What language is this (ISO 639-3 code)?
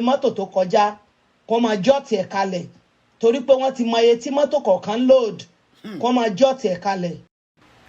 yor